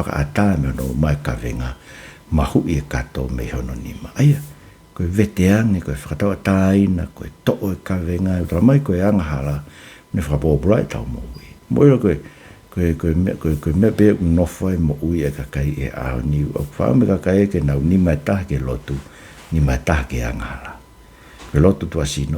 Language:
Tongan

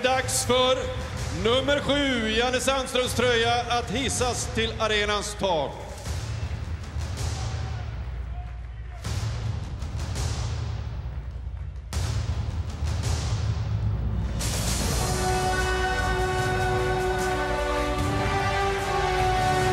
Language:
Swedish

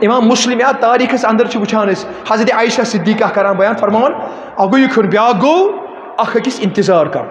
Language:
Kashmiri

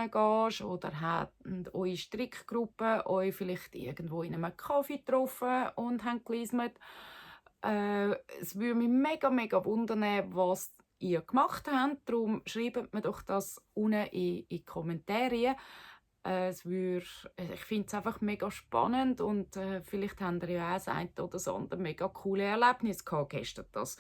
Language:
Swiss German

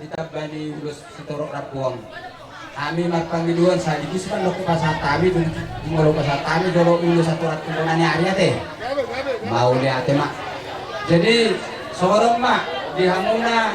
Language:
Batak Toba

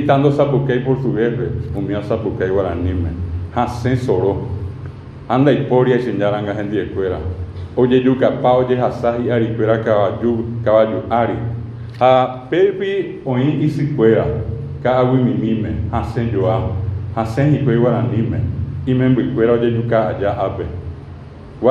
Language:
Guarani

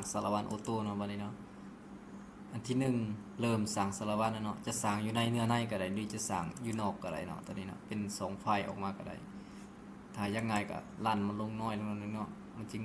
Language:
Lao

